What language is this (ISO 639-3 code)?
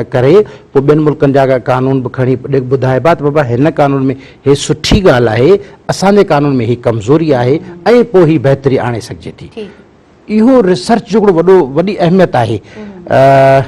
snd